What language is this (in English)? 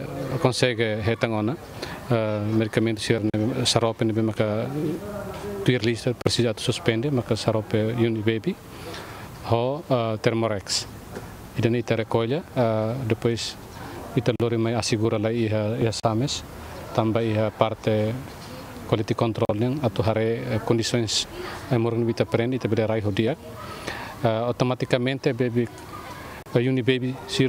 Tetum